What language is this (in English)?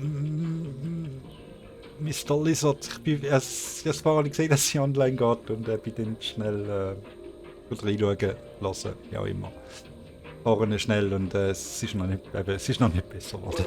Swiss German